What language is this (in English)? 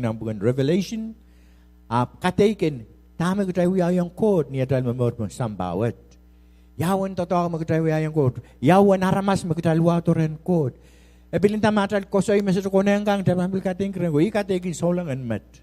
Pohnpeian